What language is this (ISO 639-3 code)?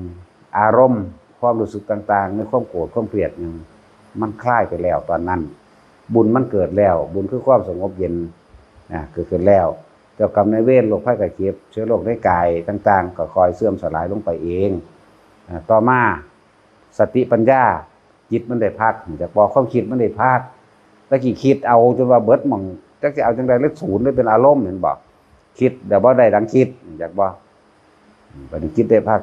tts